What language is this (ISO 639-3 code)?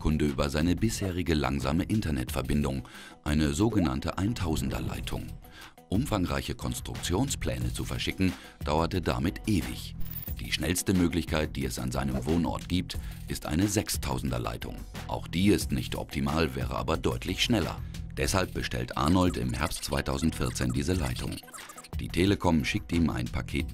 deu